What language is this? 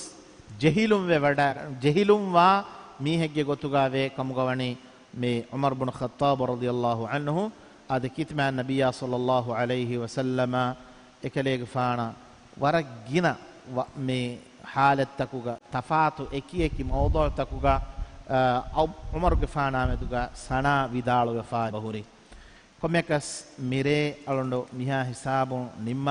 Divehi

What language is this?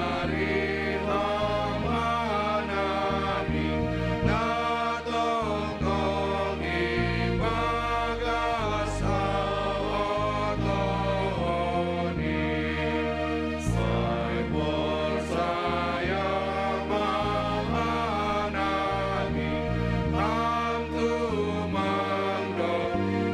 Batak Simalungun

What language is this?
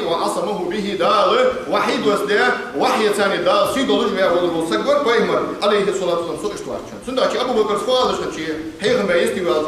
Ingush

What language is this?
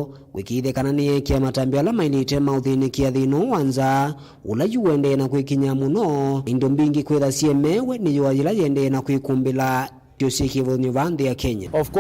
Kamba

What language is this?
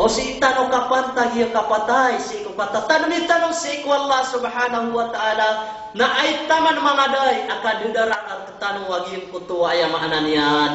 Maranao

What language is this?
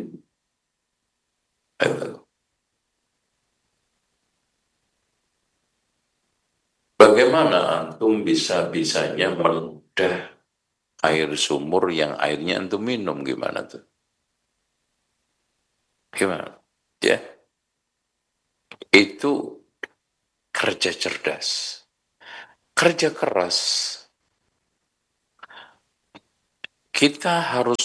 Indonesian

